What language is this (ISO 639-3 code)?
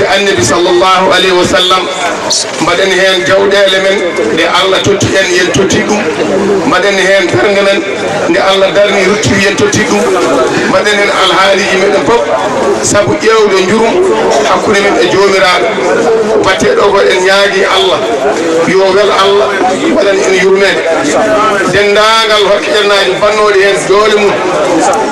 ful